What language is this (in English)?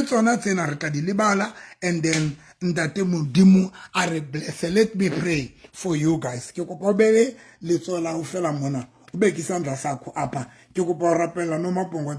Southern Sotho